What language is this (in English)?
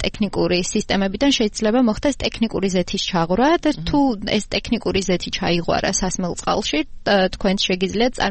Georgian